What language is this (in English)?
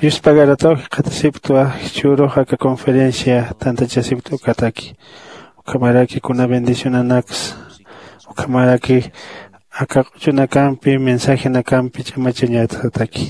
Aymara